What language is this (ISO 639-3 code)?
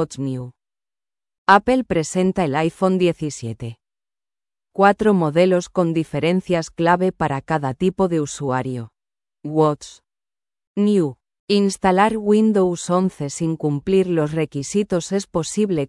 spa